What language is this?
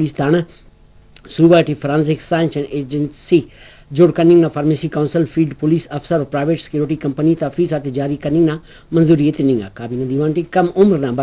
Brahui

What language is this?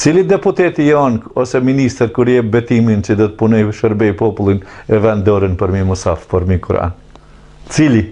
Albanian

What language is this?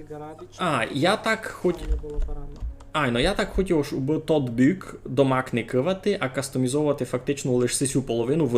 Rusyn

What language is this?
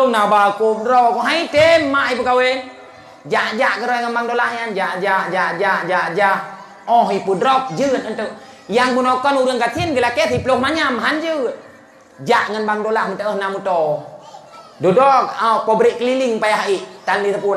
Achinese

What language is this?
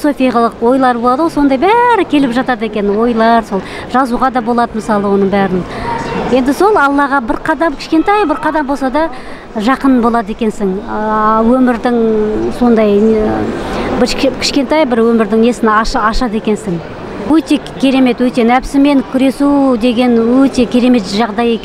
Kazakh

